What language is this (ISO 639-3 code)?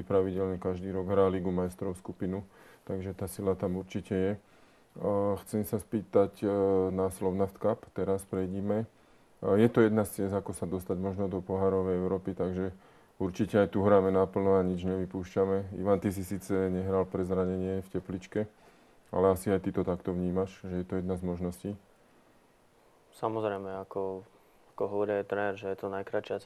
slk